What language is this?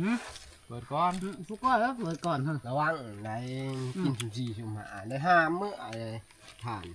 Northeastern Thai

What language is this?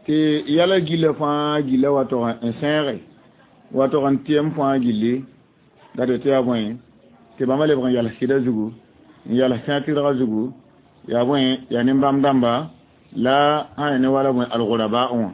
Mossi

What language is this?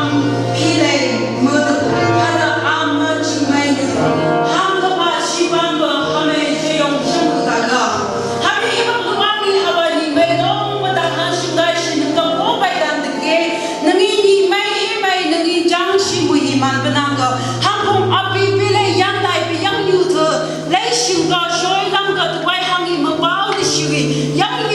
Phom Naga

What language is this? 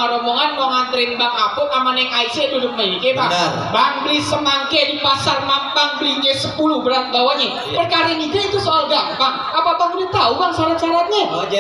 Betawi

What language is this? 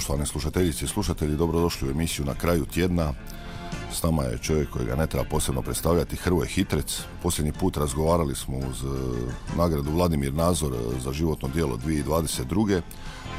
Croatian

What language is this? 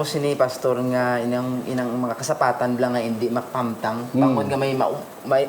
Hiligaynon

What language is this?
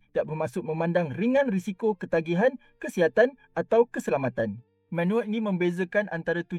Malay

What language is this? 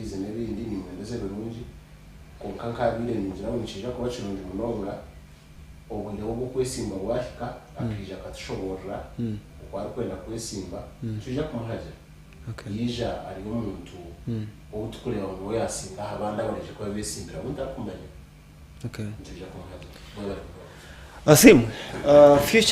Nyankole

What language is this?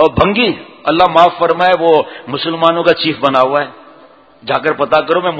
Urdu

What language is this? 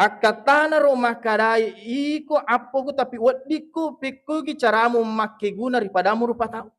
Buginese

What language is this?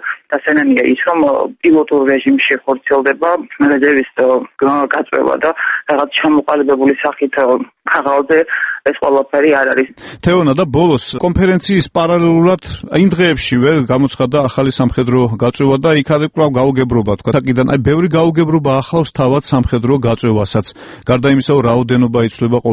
Georgian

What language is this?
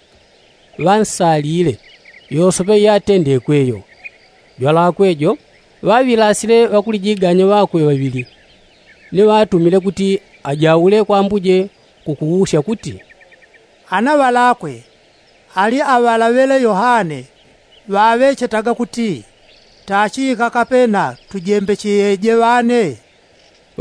Yao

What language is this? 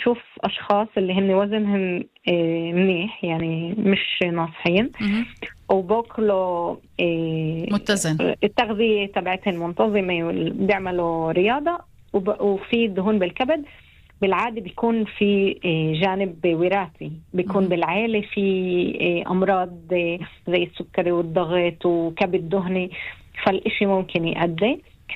North Levantine Arabic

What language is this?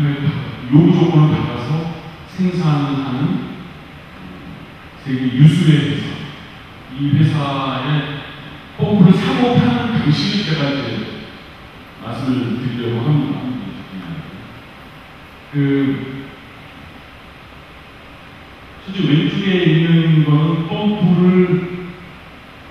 Korean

